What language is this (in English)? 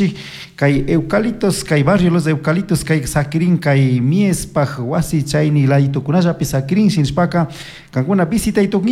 Chimborazo Highland Quichua